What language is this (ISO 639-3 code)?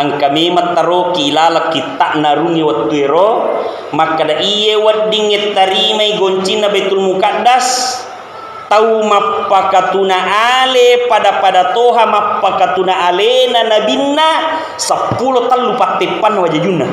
bug